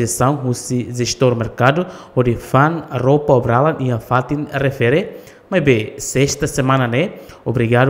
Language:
Tetum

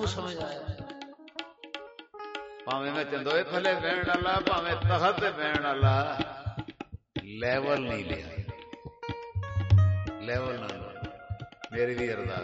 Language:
Punjabi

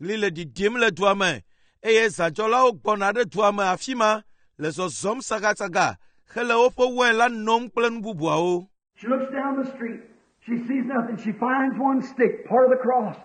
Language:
Ewe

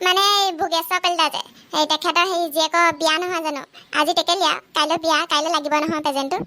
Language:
Assamese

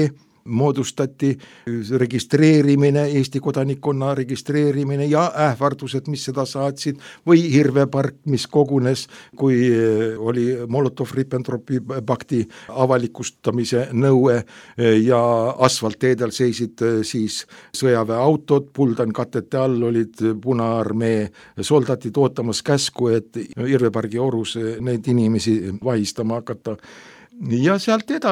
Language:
Estonian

